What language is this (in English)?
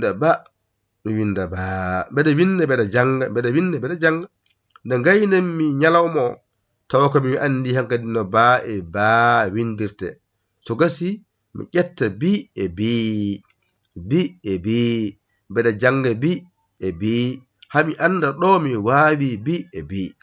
Fula